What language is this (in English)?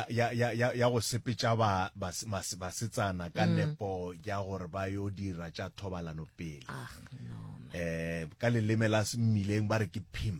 Northern Sotho